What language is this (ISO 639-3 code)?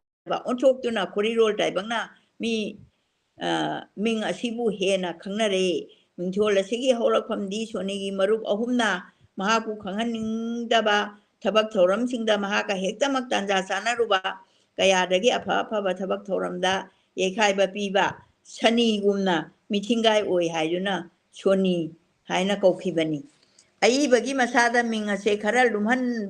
mni